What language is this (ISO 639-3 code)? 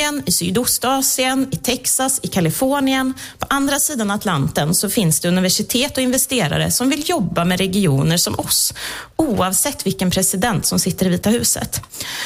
swe